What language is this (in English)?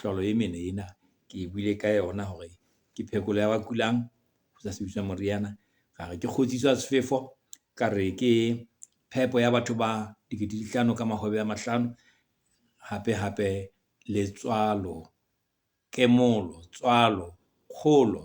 Southern Sotho